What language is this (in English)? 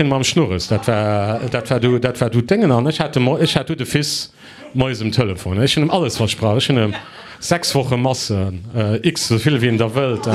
Luxembourgish